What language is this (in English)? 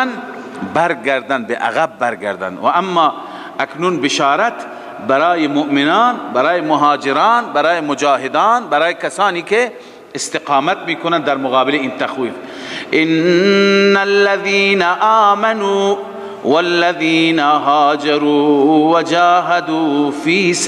Persian